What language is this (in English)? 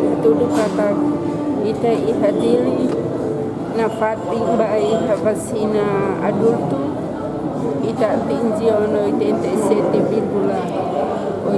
Tetum